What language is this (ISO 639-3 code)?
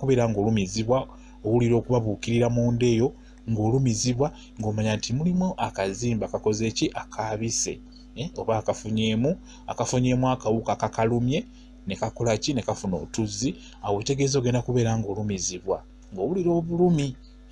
lug